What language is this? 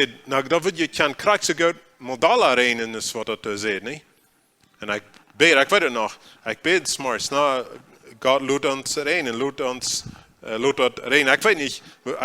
Plautdietsch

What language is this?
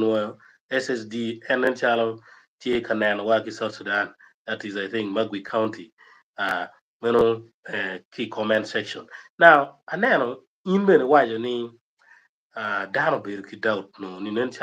Acoli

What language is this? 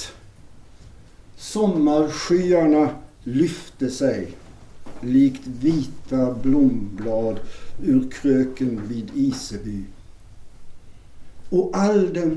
Swedish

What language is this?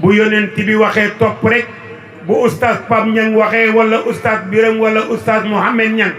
Wolof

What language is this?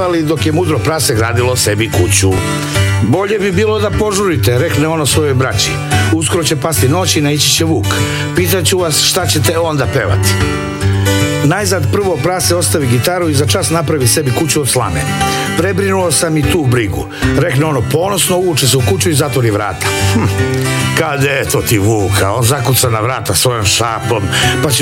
Serbian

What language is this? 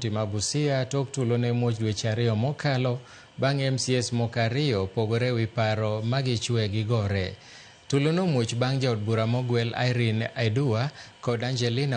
Luo (Kenya and Tanzania)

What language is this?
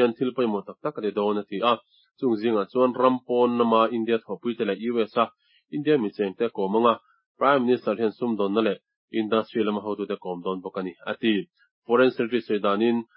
Mizo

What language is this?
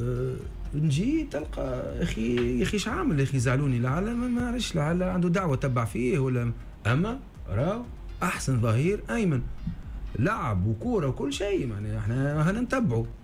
Tunisian Arabic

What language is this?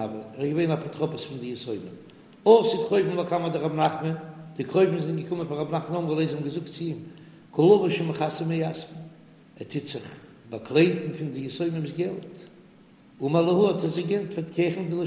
Yiddish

